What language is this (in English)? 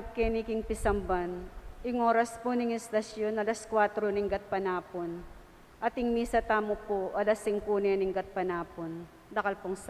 Pampanga